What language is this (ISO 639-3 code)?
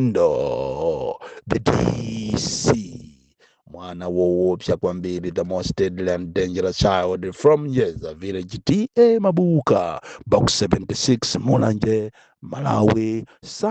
nya